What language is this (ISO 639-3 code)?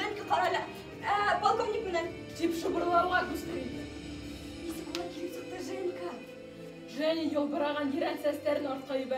bak